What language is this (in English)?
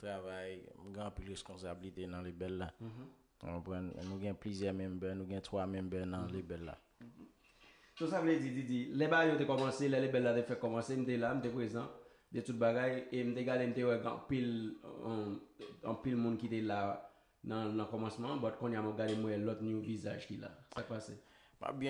Haitian Creole